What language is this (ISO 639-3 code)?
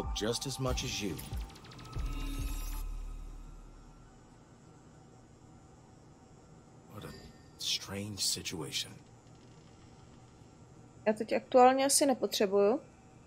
ces